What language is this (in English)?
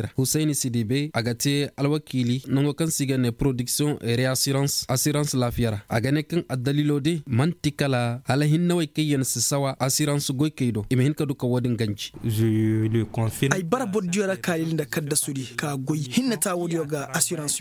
Koyraboro Senni